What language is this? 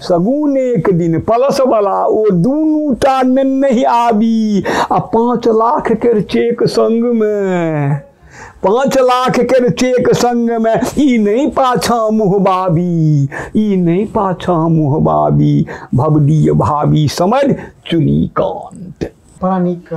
Maithili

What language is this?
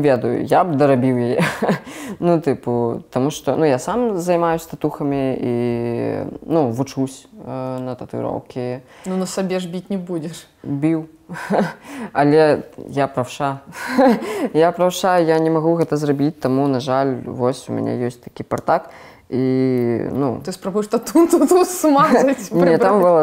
Belarusian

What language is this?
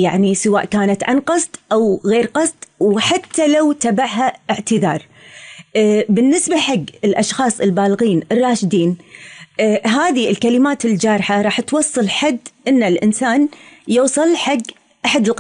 Gulf Arabic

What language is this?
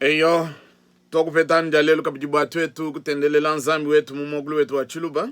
Luba-Lulua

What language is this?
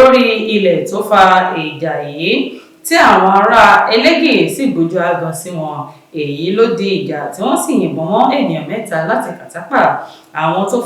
Yoruba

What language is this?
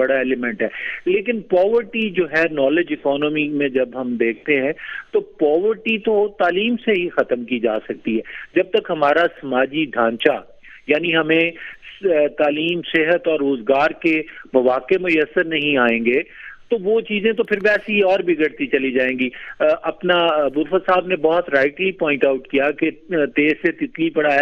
Urdu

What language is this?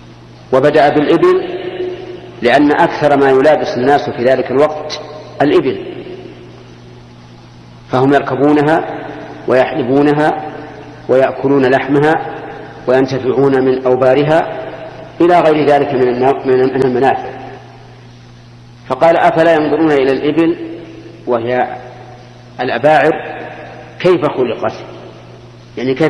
Arabic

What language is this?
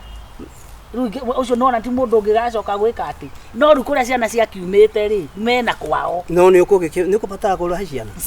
Kikuyu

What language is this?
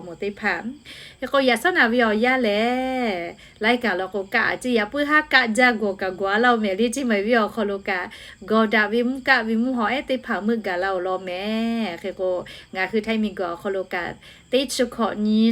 Lahu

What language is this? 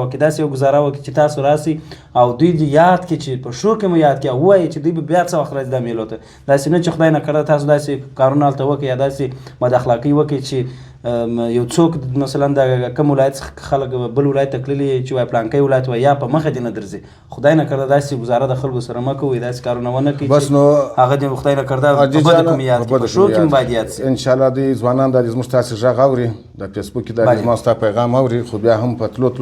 Pashto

